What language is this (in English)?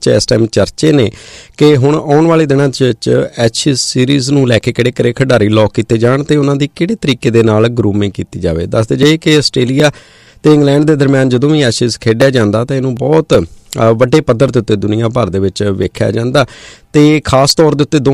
Punjabi